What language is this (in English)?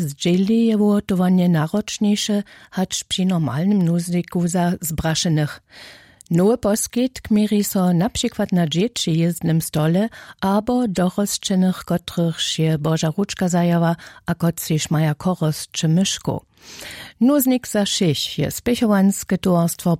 Upper Sorbian